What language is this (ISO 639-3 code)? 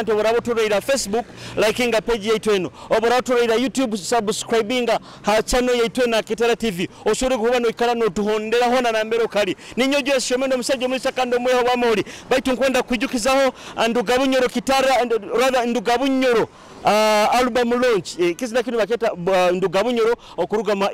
nyo